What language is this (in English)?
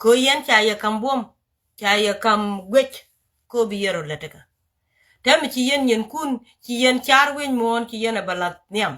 Nuer